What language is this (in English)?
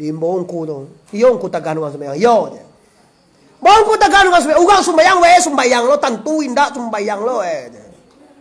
Minangkabau